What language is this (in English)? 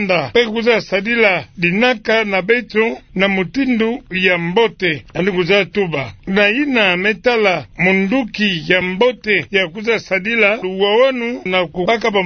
Kituba (Democratic Republic of Congo)